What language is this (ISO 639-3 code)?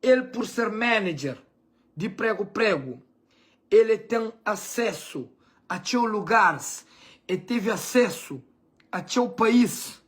kea